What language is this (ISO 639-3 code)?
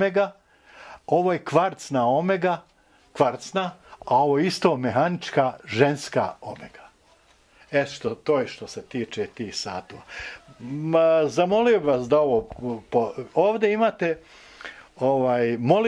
bos